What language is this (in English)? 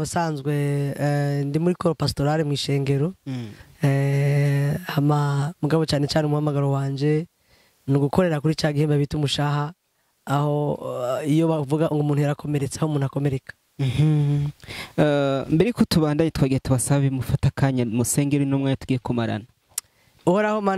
Rundi